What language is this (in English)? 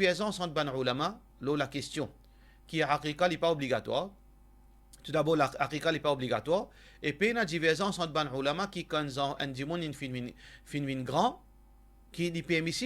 Morisyen